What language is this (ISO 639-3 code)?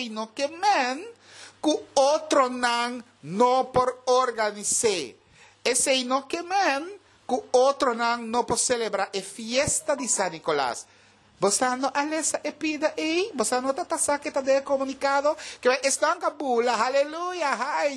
pap